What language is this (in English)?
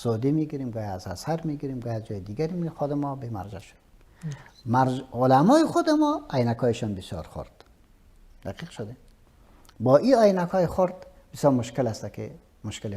Persian